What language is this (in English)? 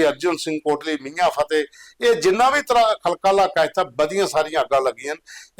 Dogri